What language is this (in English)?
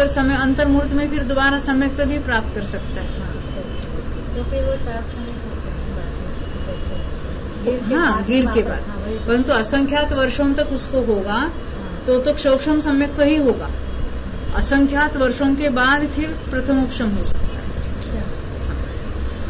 Hindi